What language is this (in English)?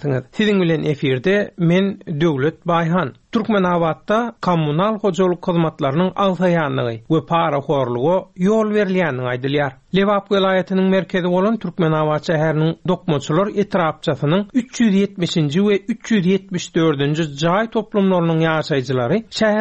Turkmen